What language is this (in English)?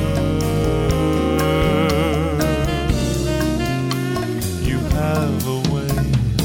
Estonian